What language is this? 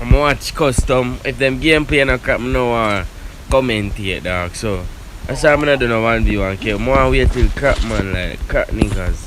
Jamaican Creole English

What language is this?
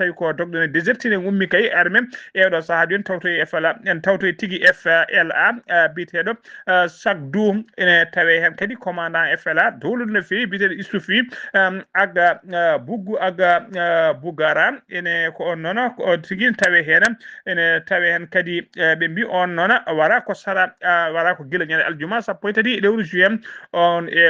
Fula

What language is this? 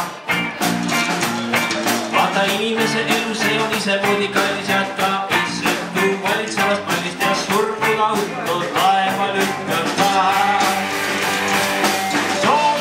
Estonian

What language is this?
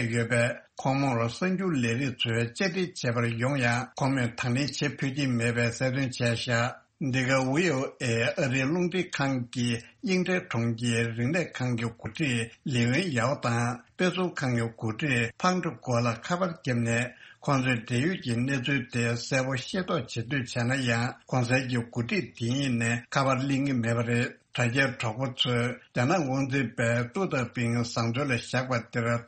Tibetan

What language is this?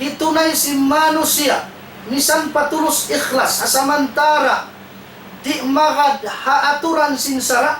Tausug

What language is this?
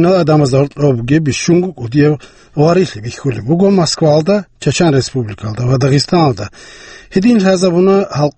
Avaric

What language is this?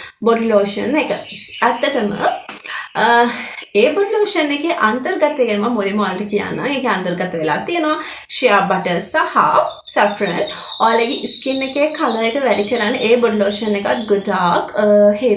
Sinhala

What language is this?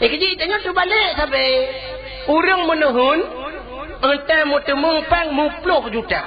Achinese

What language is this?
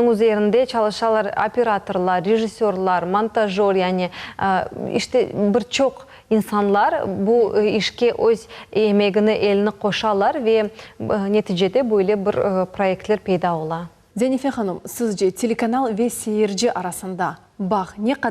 Crimean Tatar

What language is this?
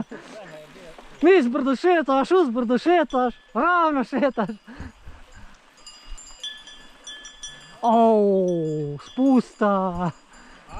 Croatian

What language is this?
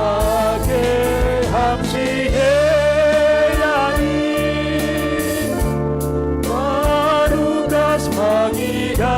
Batak Simalungun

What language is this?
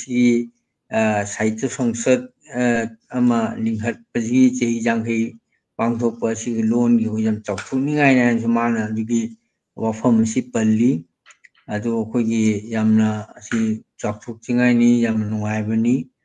Manipuri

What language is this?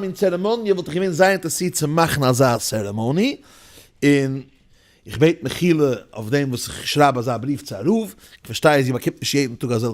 Yiddish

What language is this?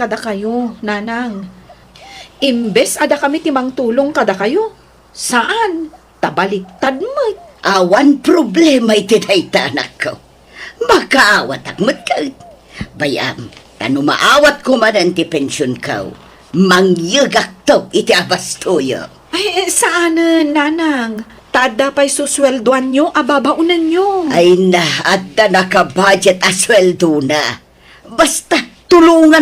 Iloko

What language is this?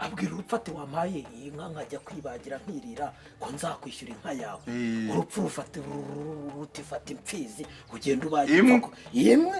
Kinyarwanda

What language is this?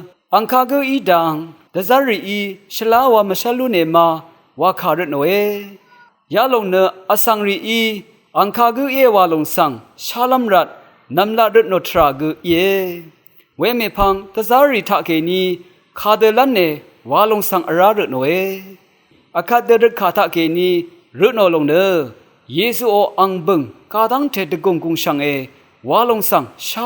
Rawang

